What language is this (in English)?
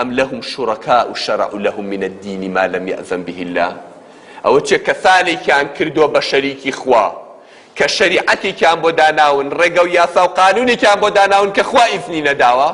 Central Kurdish